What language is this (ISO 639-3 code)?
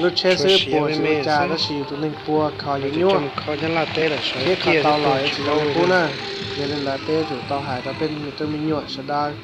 hmn